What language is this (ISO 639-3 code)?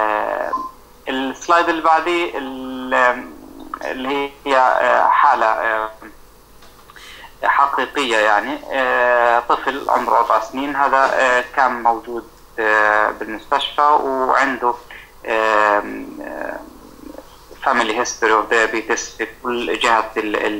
ajp